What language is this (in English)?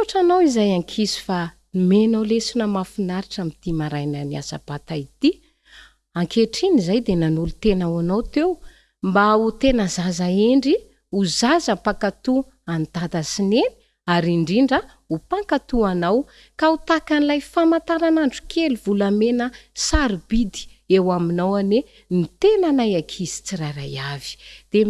Malagasy